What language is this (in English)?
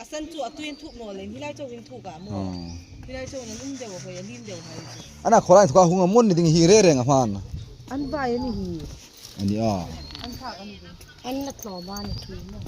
Hmar